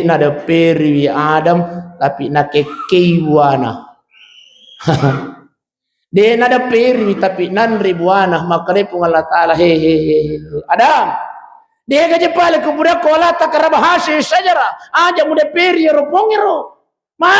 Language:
Buginese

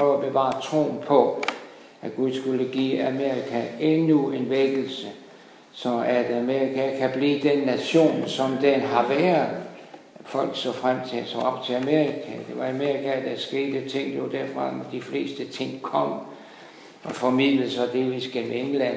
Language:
Danish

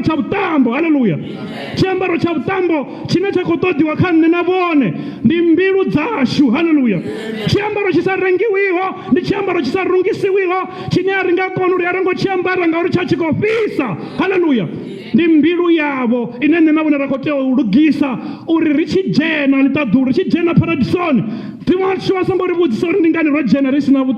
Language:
Venda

